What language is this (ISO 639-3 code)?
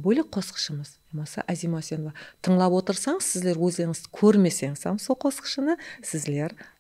kaa